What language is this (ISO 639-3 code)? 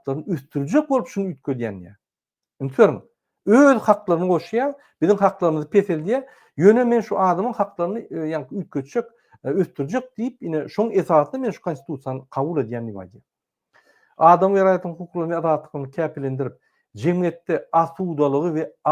tuk